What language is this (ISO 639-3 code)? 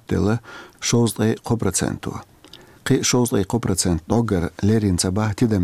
che